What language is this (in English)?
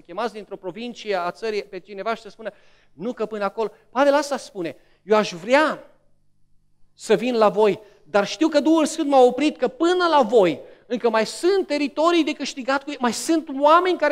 Romanian